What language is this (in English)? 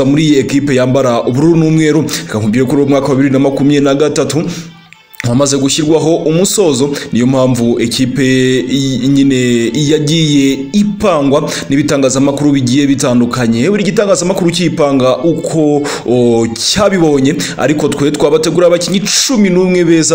Kinyarwanda